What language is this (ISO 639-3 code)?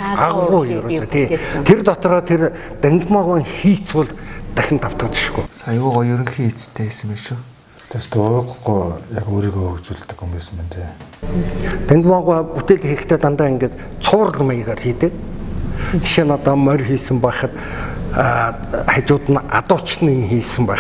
mon